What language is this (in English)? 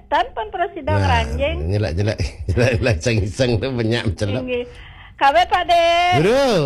Balinese